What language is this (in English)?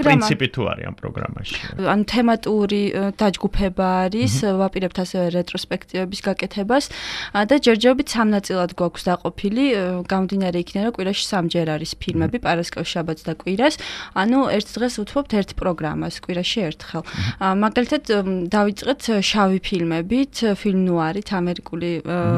Georgian